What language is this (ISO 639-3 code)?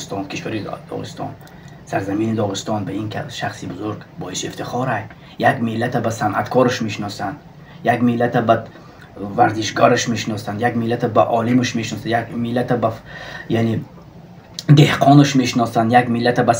tgk